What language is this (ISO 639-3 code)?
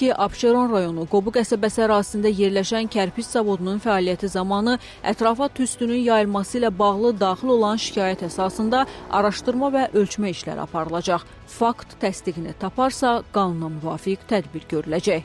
aze